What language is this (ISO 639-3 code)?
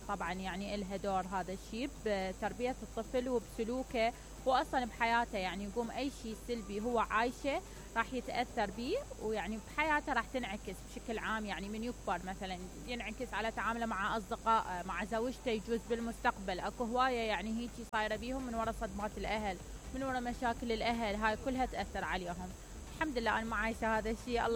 acm